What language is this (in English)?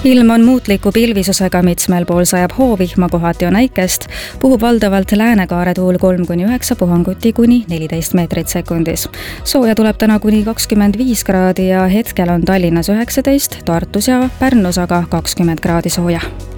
Estonian